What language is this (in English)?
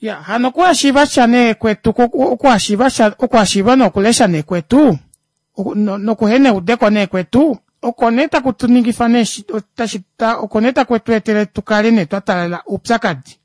Kuanyama